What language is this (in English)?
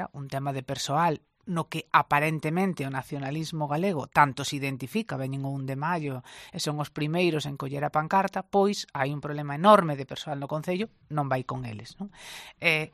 Galician